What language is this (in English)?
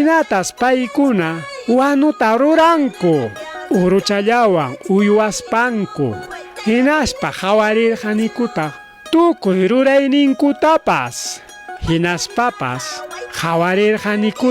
Ayacucho Quechua